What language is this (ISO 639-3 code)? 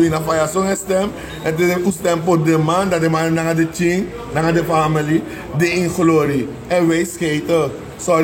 srn